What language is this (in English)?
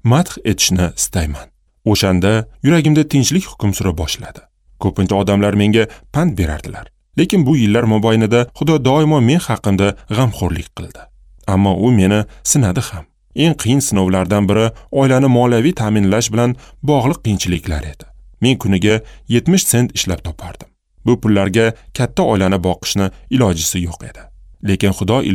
Uzbek